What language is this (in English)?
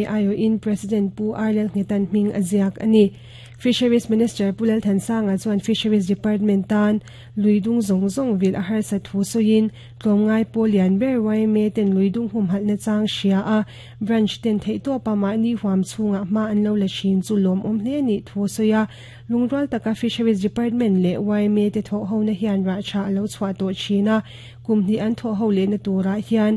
Mizo